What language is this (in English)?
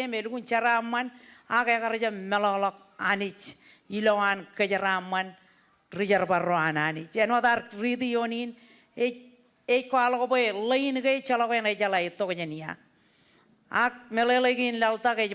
Marshallese